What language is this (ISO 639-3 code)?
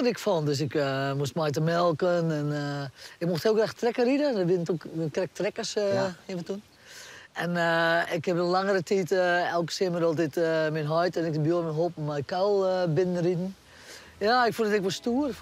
fry